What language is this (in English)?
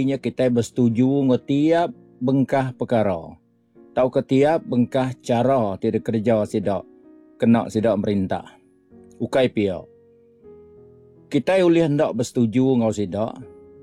Iban